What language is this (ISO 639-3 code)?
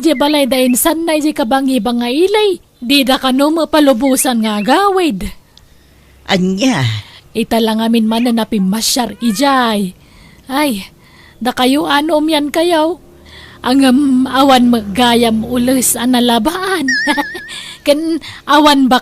ilo